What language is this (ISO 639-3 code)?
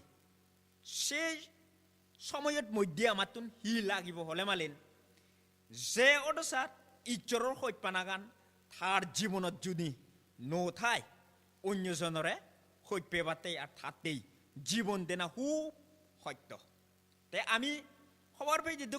ccp